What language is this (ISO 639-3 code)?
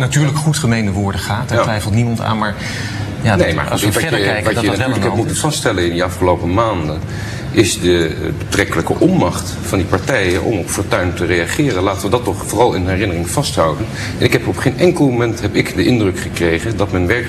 nld